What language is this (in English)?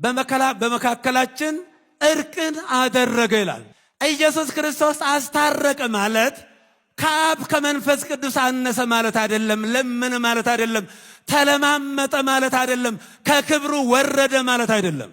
Amharic